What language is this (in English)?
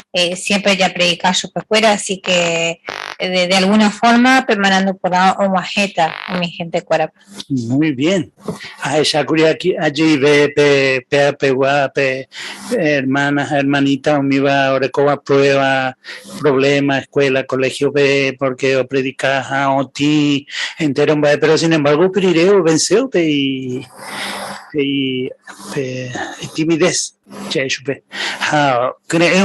Guarani